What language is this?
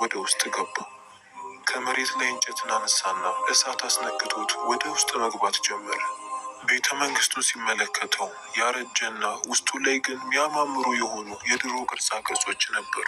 Amharic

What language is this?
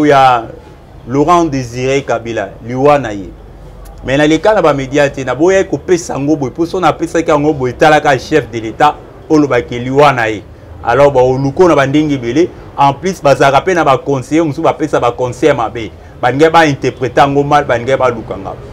Lingala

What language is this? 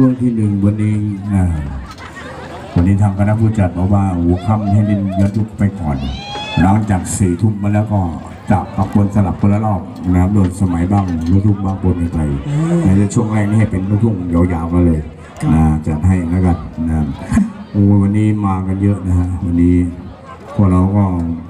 Thai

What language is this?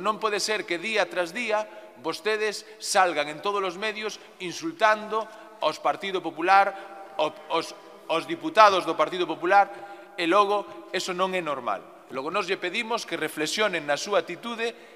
Galician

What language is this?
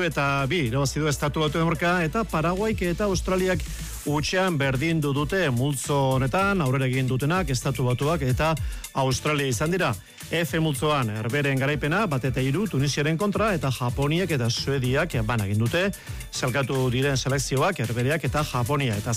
Basque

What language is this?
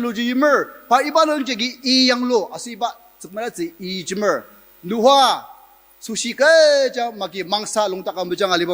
Ao Naga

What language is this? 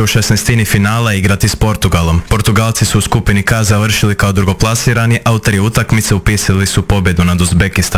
Croatian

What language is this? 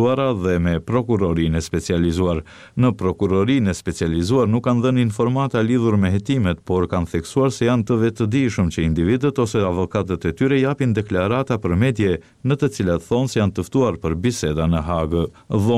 Albanian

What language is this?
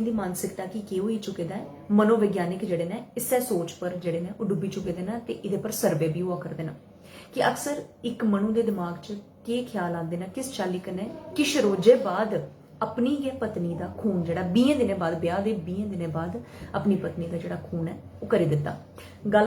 Dogri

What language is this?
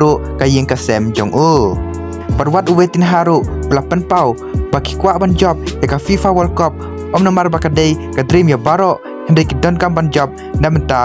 Khasi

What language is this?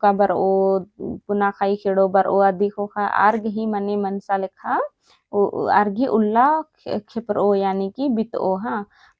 Kurukh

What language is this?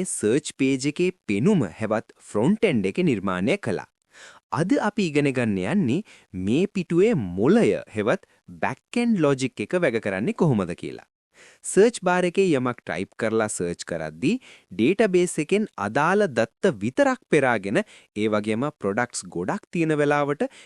Sinhala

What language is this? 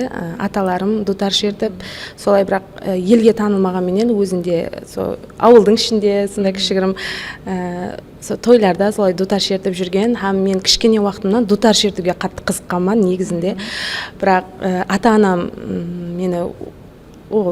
Kara-Kalpak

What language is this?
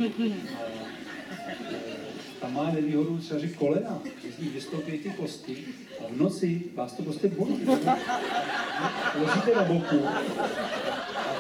Czech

